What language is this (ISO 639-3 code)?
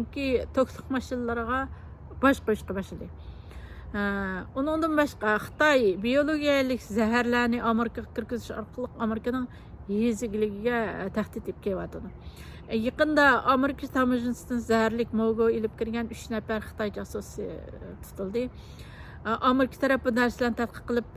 uig